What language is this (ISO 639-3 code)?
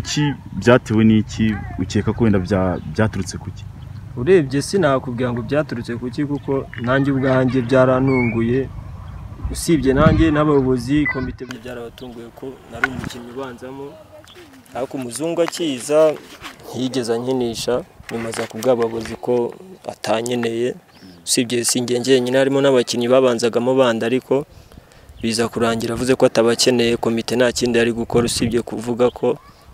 kin